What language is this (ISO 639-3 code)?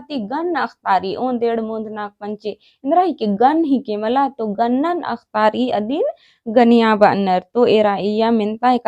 kru